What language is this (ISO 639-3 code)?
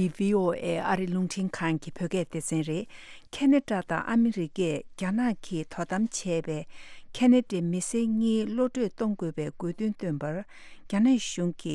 bod